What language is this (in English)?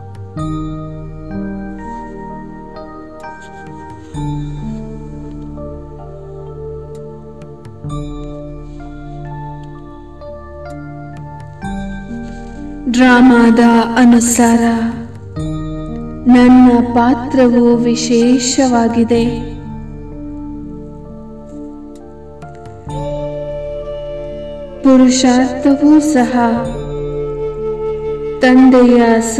Kannada